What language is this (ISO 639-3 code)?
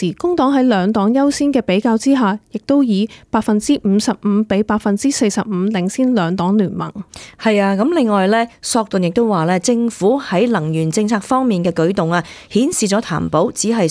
yue